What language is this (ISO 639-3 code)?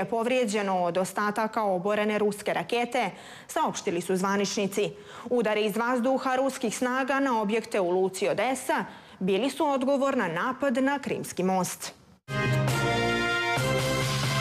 srp